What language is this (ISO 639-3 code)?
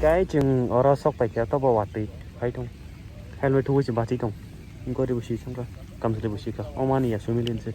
trp